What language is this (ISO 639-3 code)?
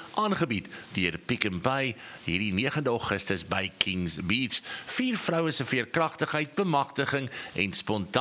afr